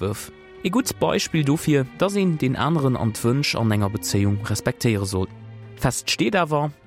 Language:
Luxembourgish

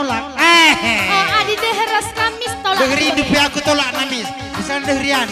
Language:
Batak Karo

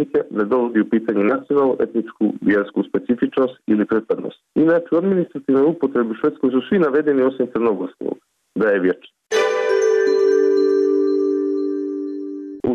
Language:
Bosnian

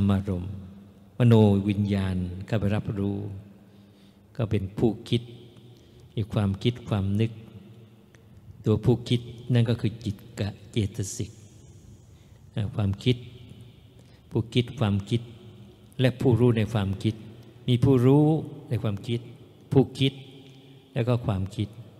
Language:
Thai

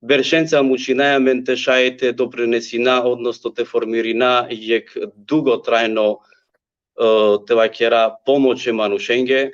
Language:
Balkan Romani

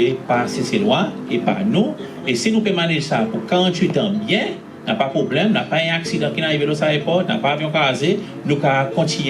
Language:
Seselwa Creole French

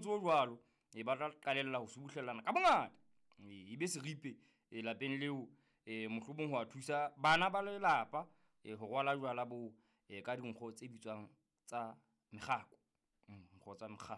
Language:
Southern Sotho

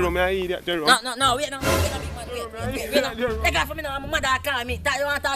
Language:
Jamaican Creole English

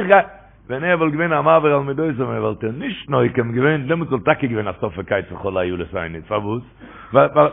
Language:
Yiddish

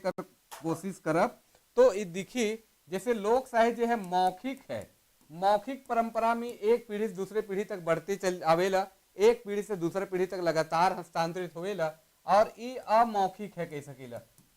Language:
Sadri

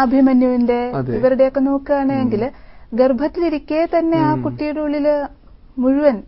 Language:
Malayalam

